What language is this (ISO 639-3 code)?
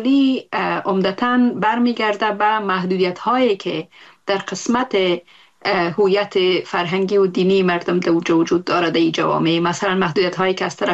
fas